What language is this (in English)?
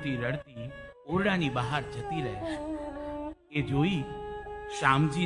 Gujarati